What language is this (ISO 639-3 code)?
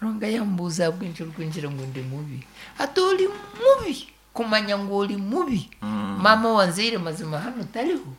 nyn